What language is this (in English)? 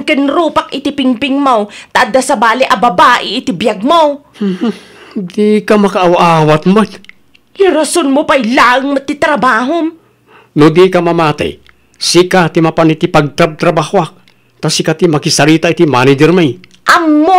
Iloko